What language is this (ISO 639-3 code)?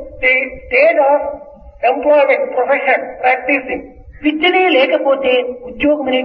tel